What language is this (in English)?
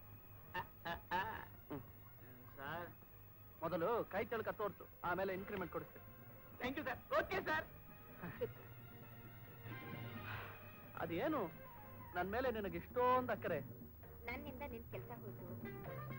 Kannada